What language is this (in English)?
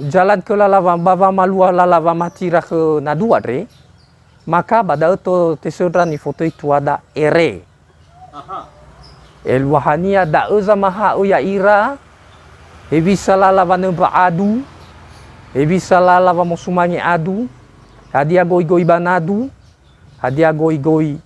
Nias